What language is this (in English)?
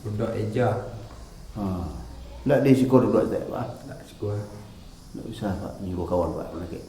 Minangkabau